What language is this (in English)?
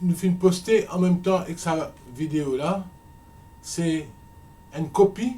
Morisyen